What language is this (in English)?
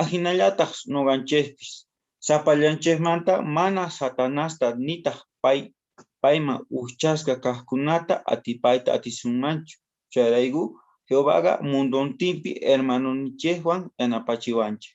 South Bolivian Quechua